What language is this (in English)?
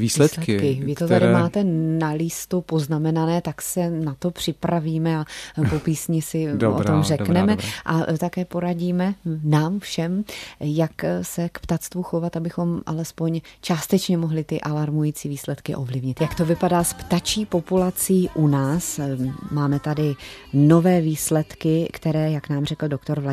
Czech